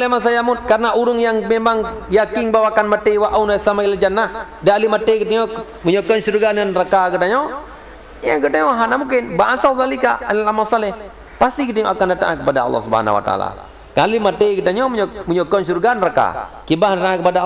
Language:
Achinese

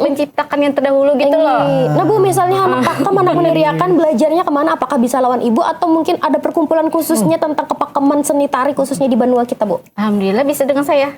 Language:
Banjar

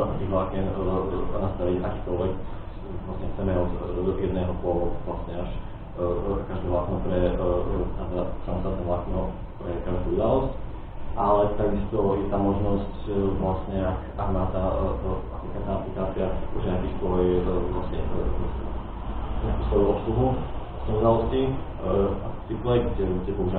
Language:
Slovak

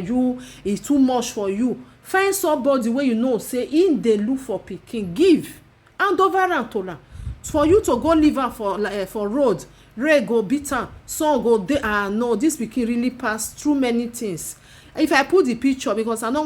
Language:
Nigerian Pidgin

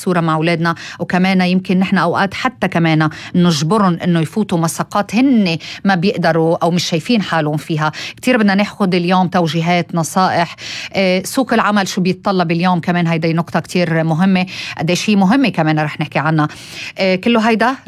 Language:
North Levantine Arabic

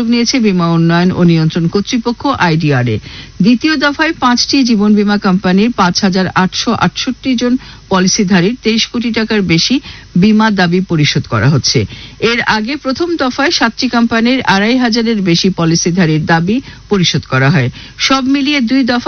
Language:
Bangla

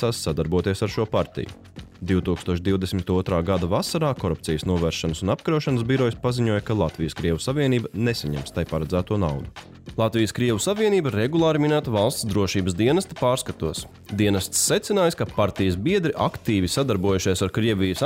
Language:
Latvian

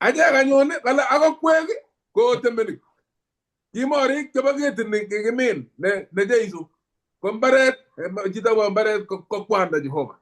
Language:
Kalenjin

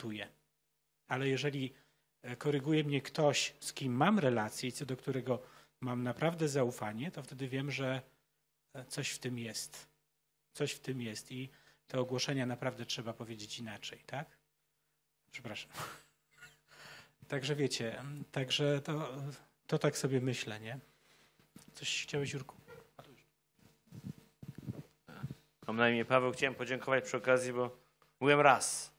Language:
Polish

